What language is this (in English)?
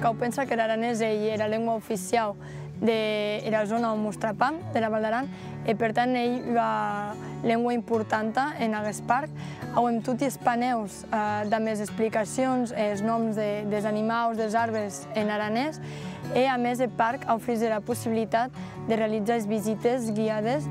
Occitan